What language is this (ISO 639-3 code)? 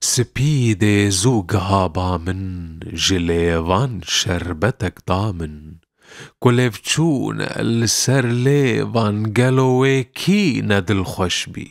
kur